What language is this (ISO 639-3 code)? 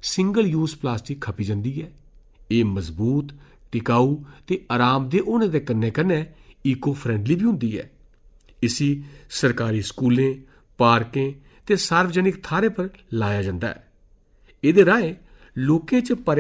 doi